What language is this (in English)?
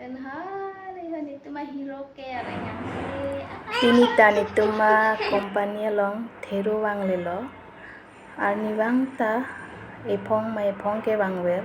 Karbi